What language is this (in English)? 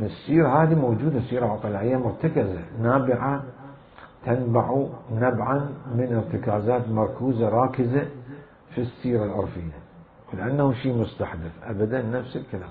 Mesopotamian Arabic